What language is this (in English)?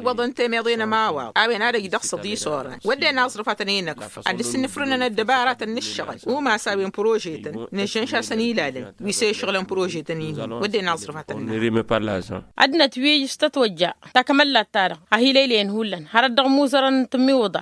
Tamasheq